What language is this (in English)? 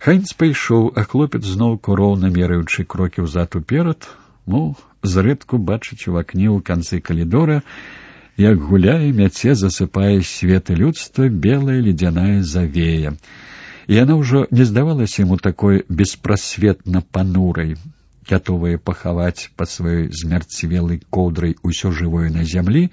Belarusian